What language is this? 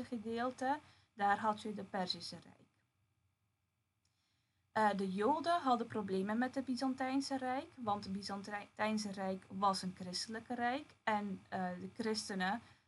Dutch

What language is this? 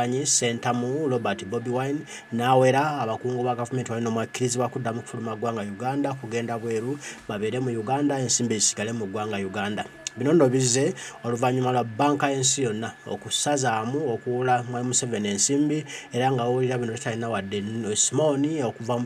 Ganda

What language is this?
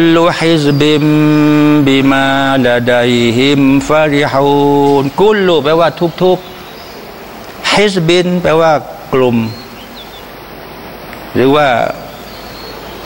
Thai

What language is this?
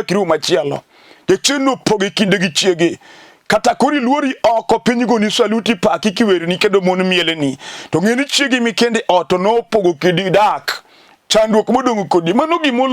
Luo (Kenya and Tanzania)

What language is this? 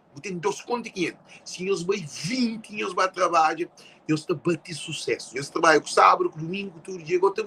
Kabuverdianu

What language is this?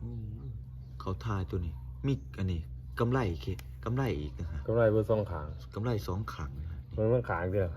Lao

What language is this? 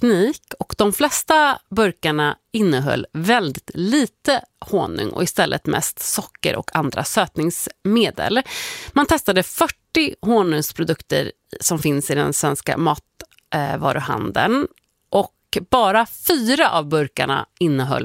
Swedish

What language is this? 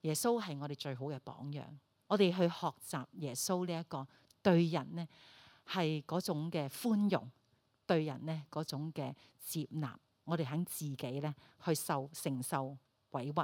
Cantonese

